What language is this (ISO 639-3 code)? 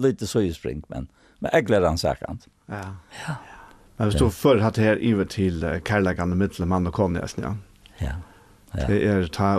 fao